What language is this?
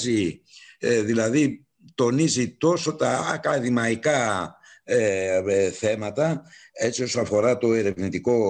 Greek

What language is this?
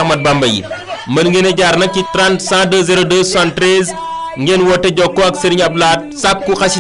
Wolof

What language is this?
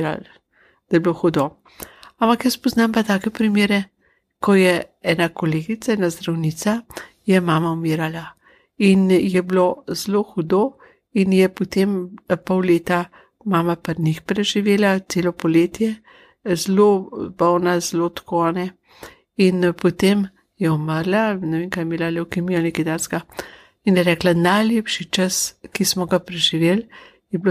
Slovenian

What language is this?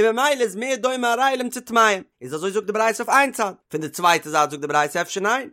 Yiddish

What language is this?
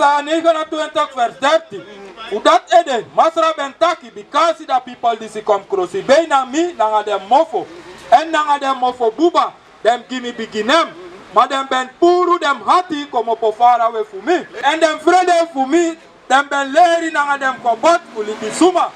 Sranan Tongo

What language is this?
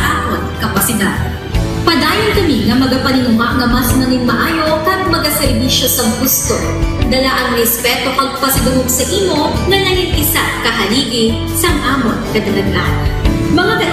Hiligaynon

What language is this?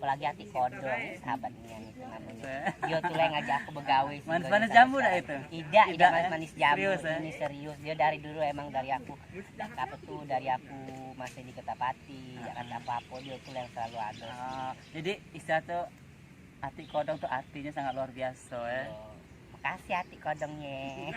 Musi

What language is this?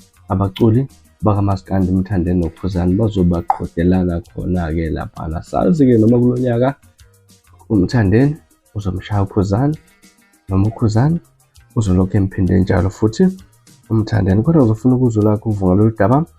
Zulu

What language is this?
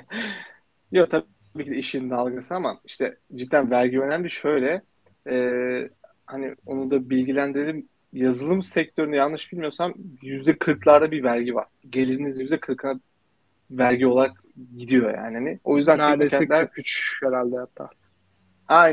Turkish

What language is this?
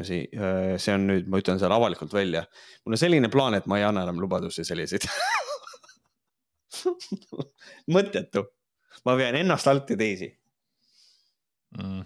Estonian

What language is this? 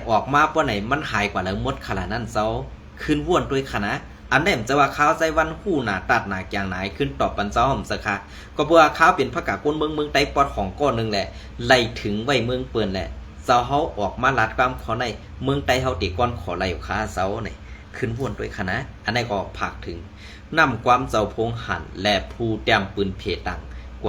Shan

